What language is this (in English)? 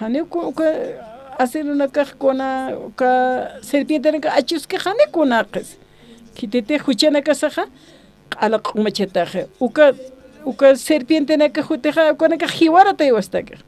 Aymara